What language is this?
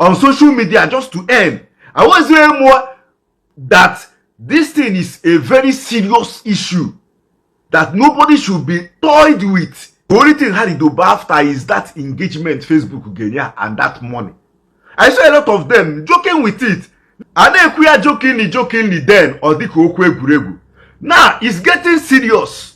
Igbo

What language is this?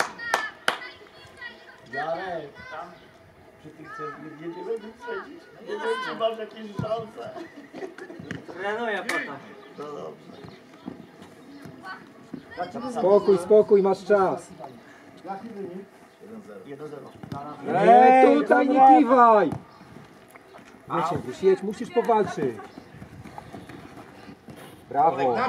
Polish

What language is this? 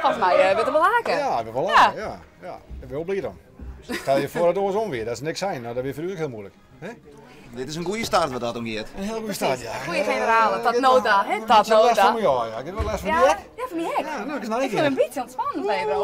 Western Frisian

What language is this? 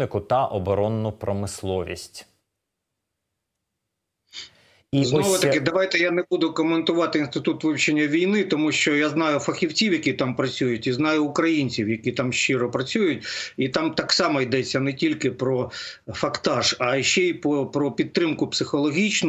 Ukrainian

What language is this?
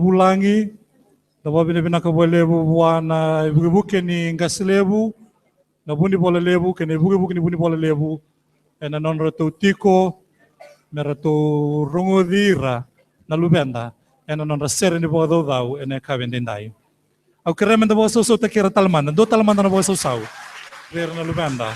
Fijian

